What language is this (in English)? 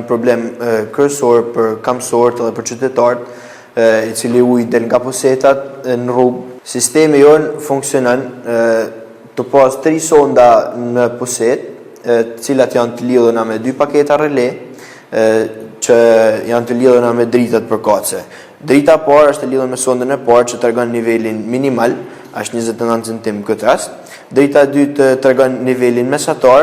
Albanian